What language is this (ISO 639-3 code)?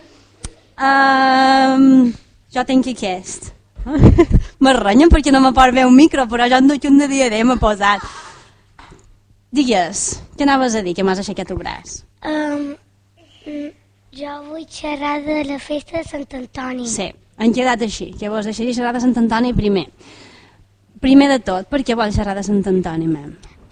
cat